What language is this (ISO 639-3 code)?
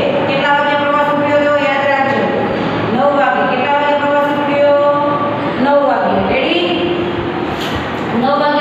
guj